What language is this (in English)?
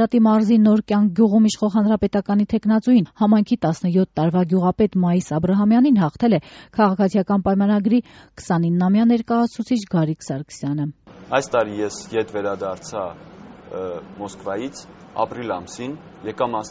Armenian